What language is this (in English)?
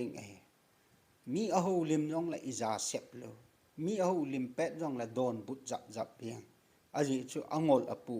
Thado Chin